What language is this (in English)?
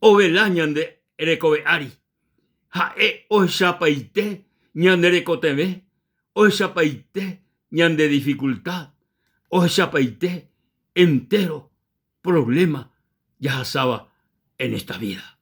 Guarani